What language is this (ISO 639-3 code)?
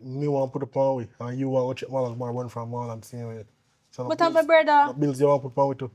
jam